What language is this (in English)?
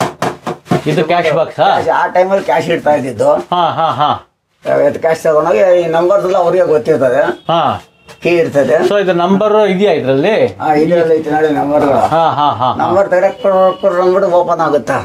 Kannada